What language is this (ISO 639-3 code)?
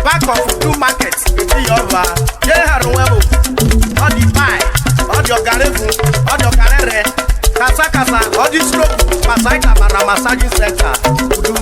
urh